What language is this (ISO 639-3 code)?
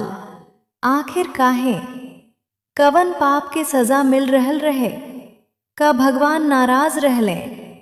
bho